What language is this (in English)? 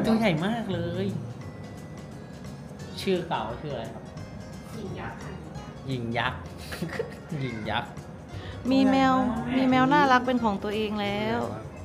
Thai